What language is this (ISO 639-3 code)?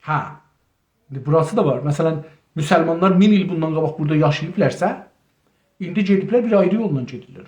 azb